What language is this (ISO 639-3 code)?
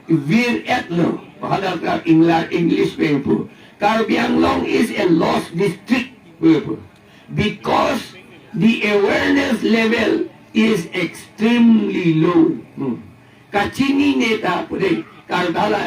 mjw